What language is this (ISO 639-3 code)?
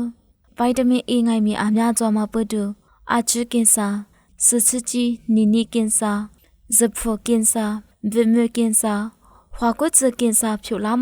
lis